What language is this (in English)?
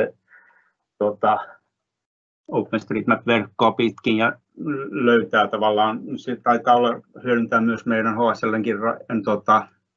Finnish